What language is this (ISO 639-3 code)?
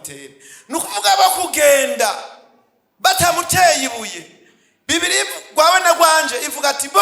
run